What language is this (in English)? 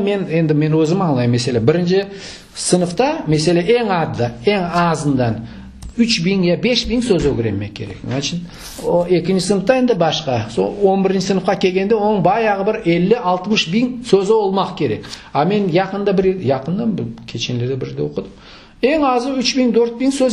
Crimean Tatar